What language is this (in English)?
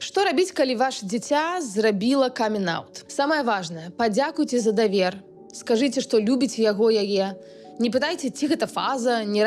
Belarusian